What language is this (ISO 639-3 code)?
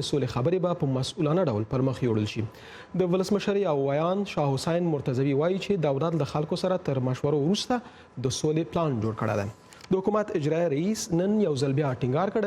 pus